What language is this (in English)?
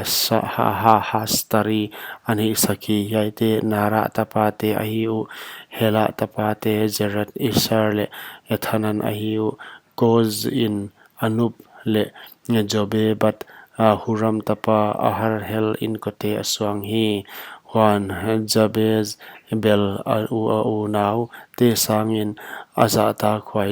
Paite Chin